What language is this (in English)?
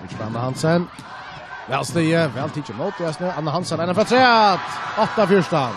Faroese